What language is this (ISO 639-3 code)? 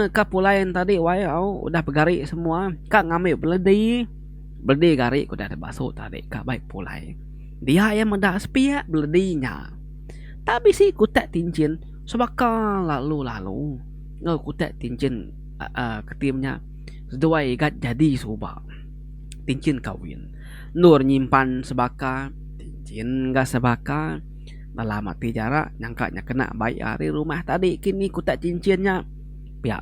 iba